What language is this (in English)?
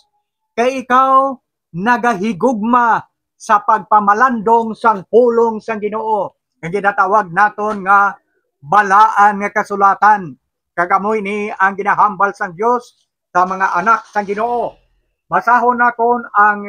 Hiligaynon